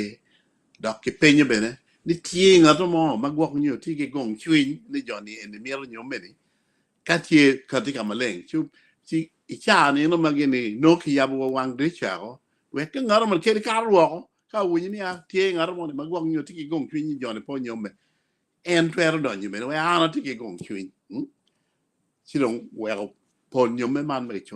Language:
Acoli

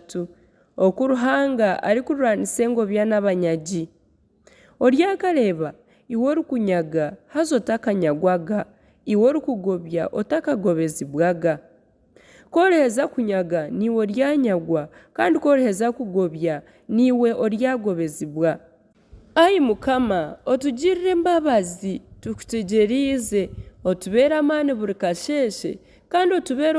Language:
Nyankole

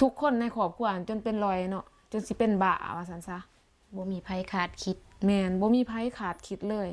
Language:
Lao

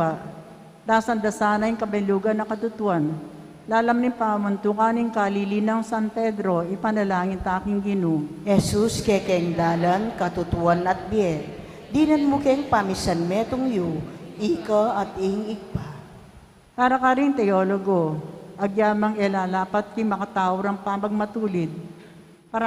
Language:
Pampanga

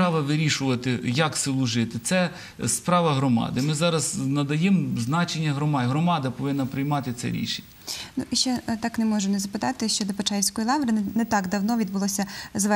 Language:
Ukrainian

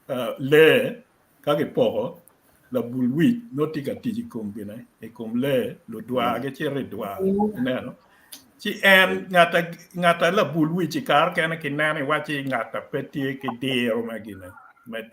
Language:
Acoli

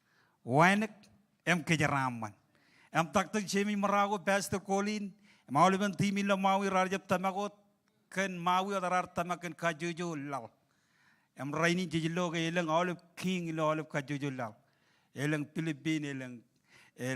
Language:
Marshallese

